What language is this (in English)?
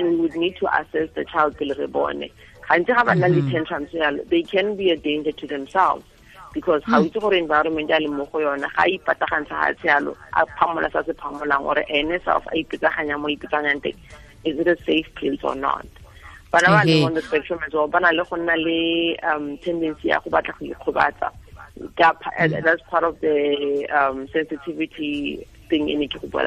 Tswana